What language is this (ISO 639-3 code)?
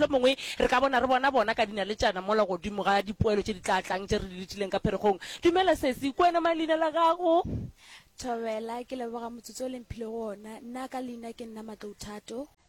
nso